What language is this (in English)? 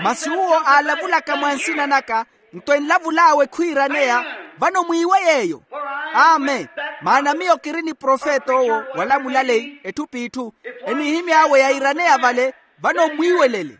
Makhuwa